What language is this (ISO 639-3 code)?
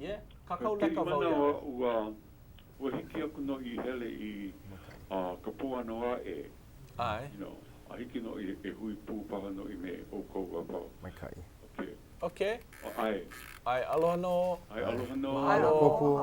haw